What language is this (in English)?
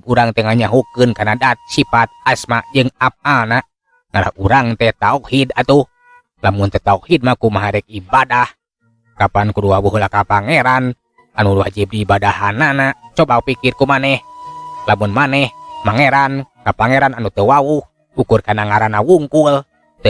Sundanese